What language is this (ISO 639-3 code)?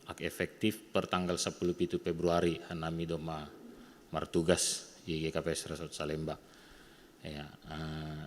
bts